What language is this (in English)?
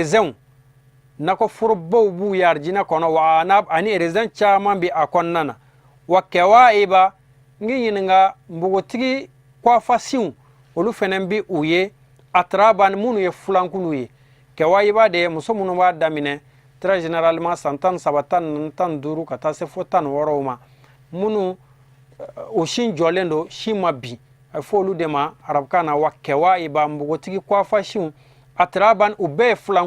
Bambara